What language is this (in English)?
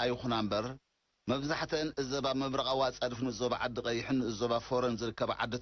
Tigrinya